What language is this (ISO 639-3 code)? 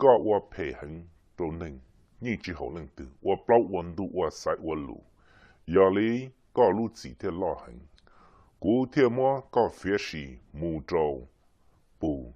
hmn